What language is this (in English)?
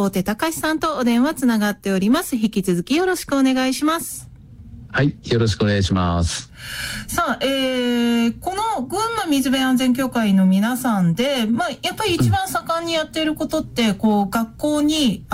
Japanese